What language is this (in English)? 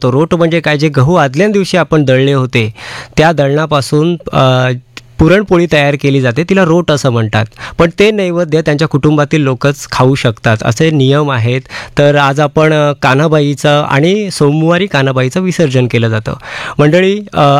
Marathi